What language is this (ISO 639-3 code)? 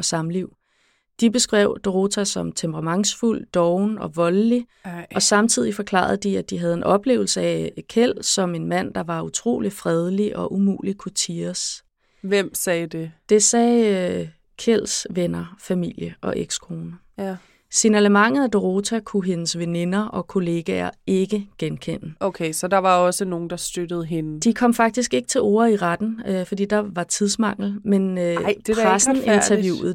dan